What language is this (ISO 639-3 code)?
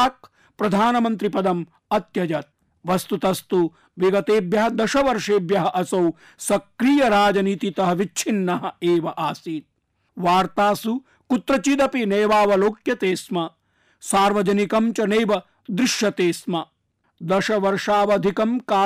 san